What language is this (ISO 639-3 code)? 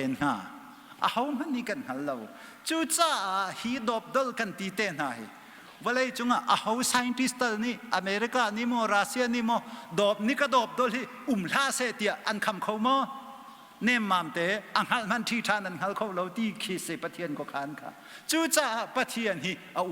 cnh